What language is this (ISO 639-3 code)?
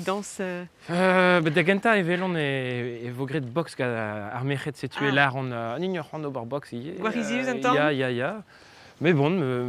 bre